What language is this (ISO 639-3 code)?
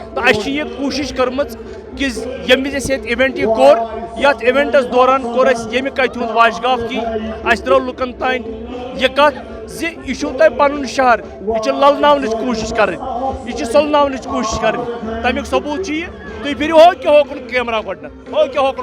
kas